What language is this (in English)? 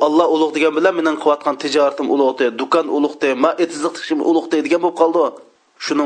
Uyghur